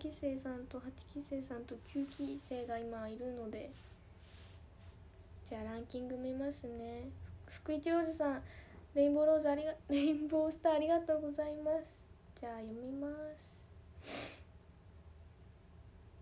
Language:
Japanese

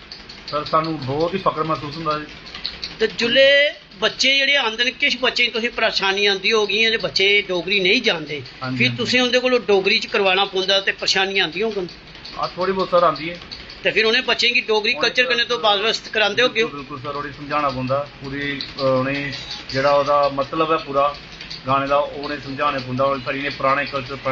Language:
Dogri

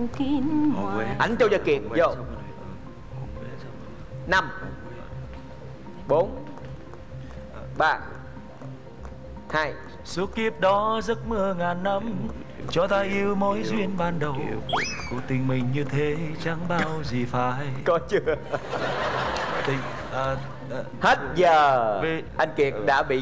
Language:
Vietnamese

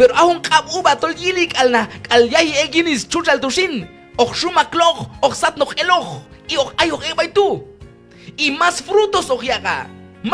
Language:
Q'anjob'al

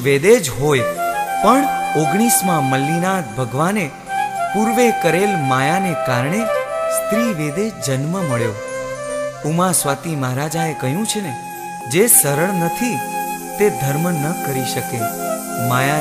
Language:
Gujarati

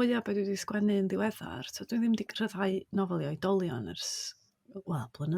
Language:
Welsh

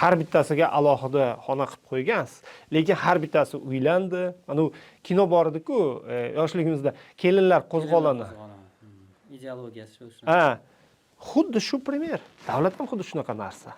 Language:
Uzbek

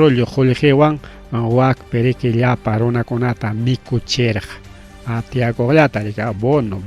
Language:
Ayacucho Quechua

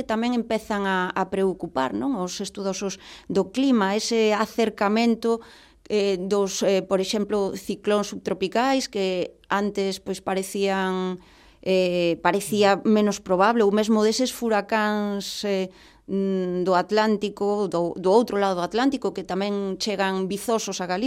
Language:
Galician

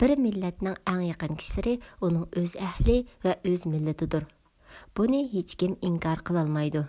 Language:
Uyghur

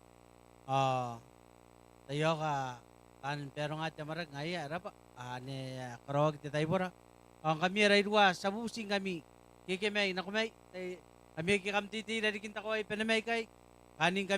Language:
Gilbertese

